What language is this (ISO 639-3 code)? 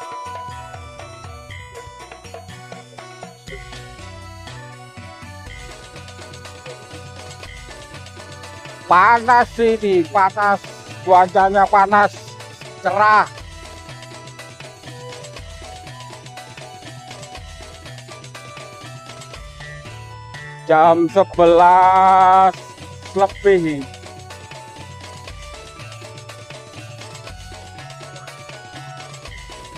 ind